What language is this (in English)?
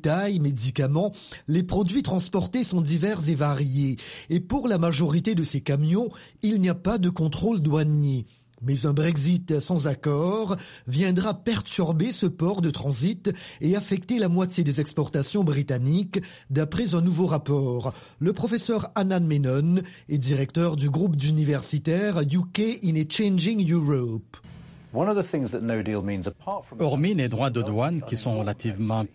French